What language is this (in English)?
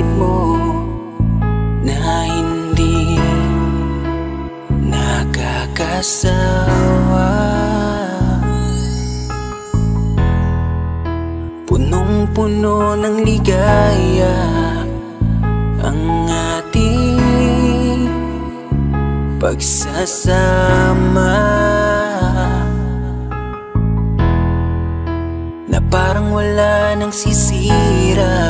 Filipino